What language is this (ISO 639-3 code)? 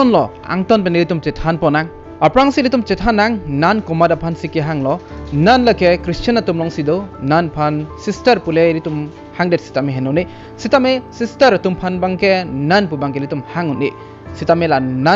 mjw